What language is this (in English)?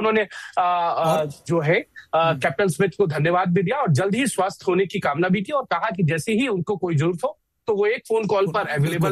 Hindi